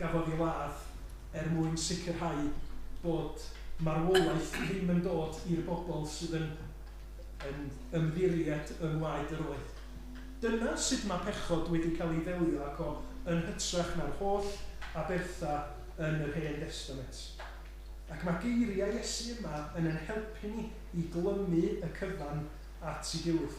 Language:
Welsh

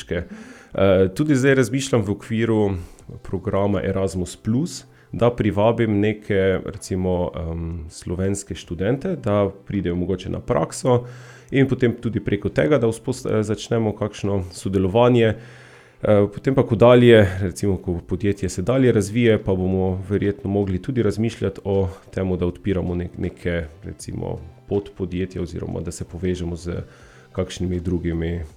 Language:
Slovenian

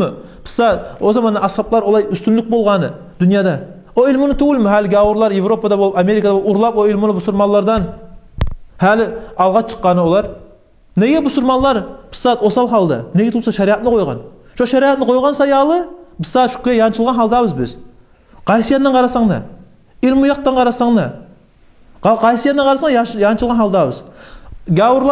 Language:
Kumyk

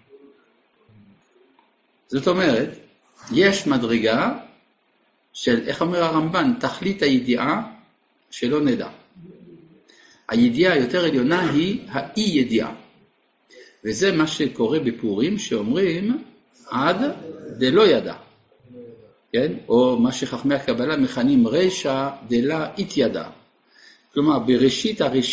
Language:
Hebrew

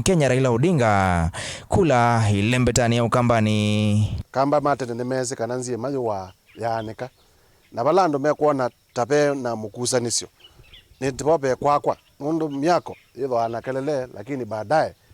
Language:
Kamba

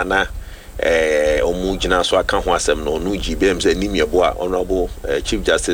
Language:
Akan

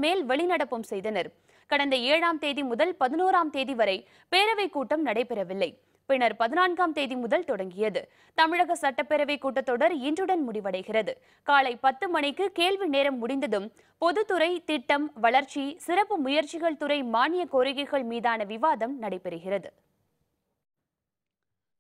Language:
Tamil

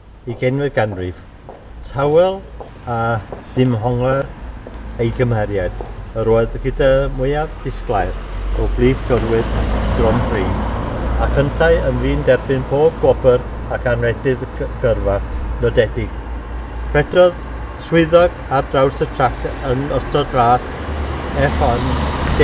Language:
Welsh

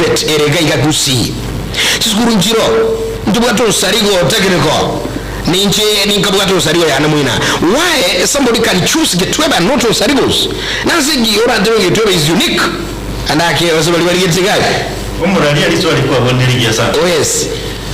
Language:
Gusii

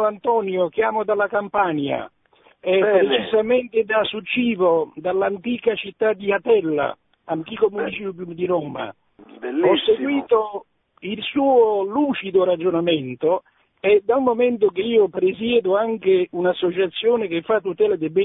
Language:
Italian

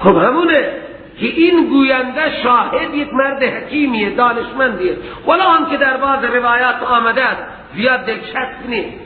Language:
Persian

